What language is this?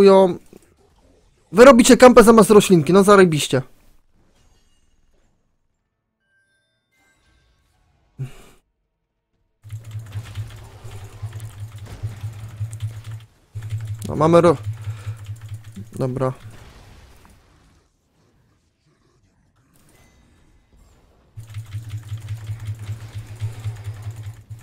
Polish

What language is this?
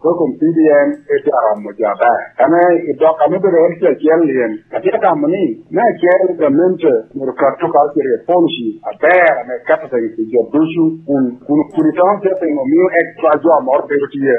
Lango (Uganda)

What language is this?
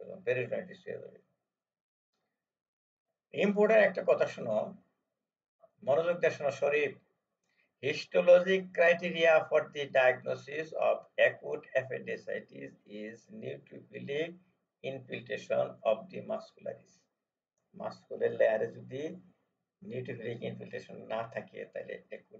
Bangla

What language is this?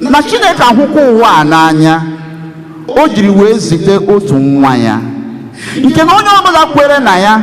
Igbo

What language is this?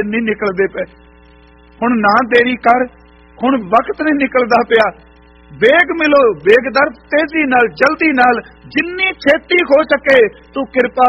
Punjabi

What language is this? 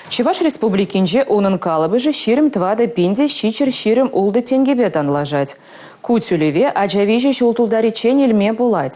Chuvash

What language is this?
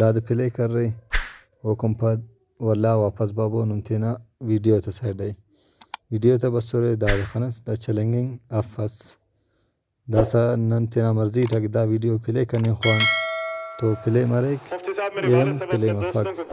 Brahui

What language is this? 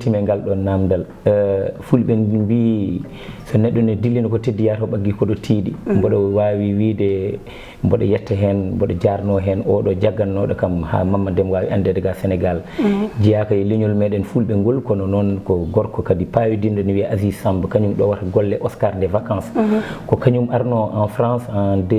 Fula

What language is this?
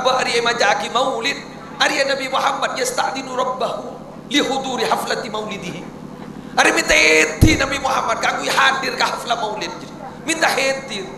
Madurese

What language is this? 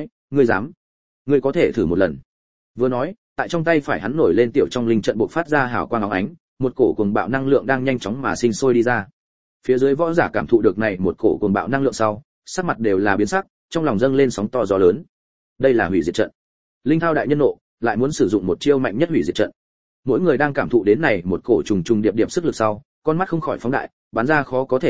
Vietnamese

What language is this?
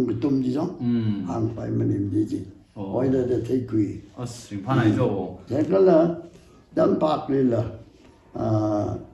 Tangkhul Naga (India)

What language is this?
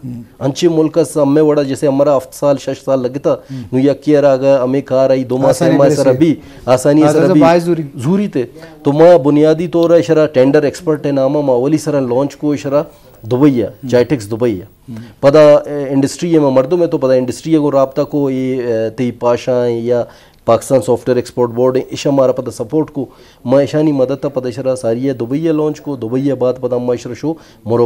Baluchi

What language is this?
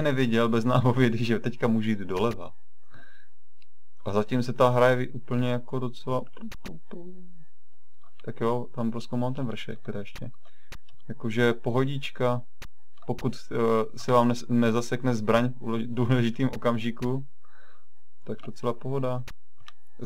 Czech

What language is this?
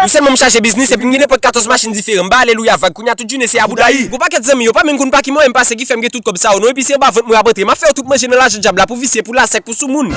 Haitian Creole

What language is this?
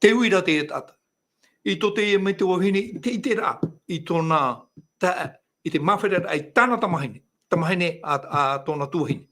Tahitian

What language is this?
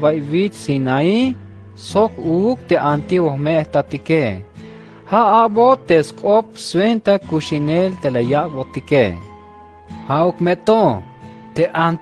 Tzeltal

